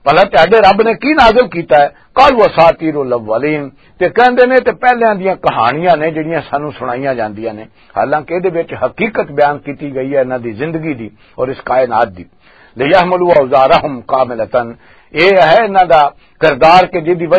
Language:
Western Panjabi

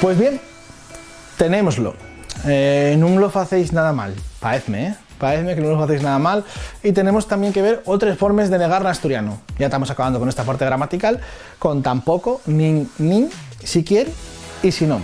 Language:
Asturian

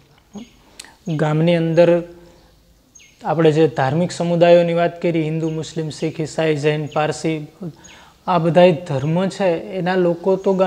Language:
Gujarati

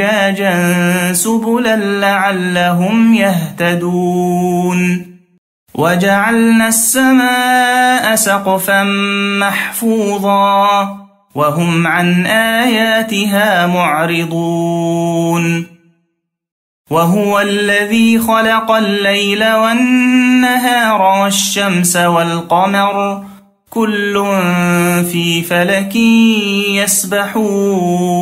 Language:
Arabic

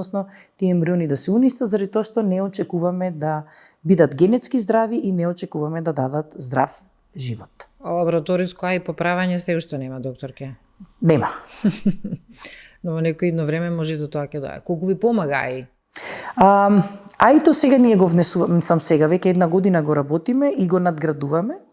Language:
Macedonian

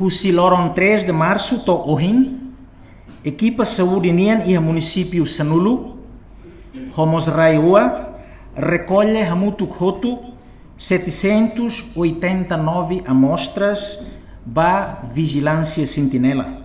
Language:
Tetum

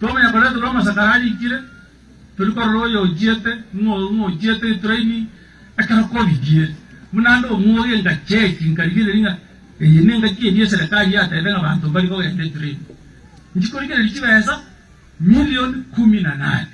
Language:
Gusii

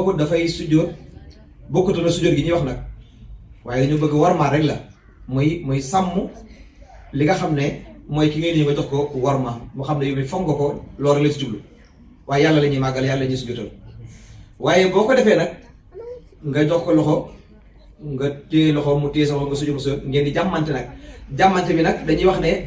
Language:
Wolof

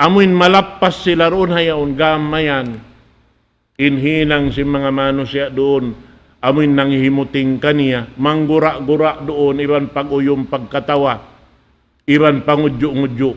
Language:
Tausug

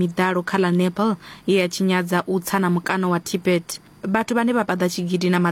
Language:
Venda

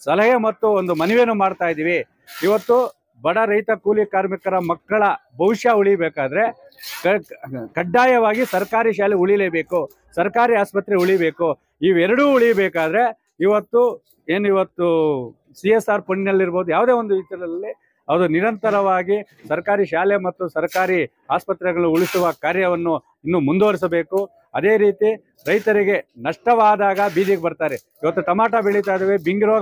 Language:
Kannada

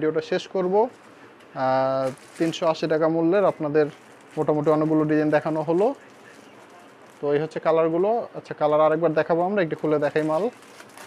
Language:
Bangla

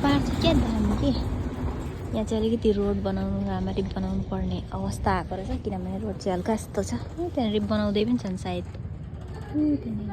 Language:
Nepali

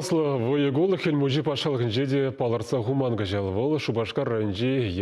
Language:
Chuvash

